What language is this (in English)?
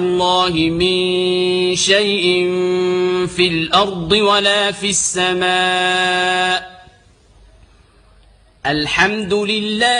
Arabic